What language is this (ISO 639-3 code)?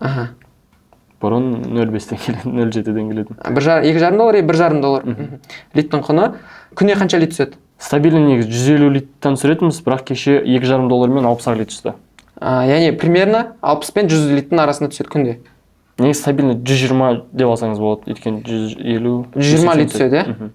kaz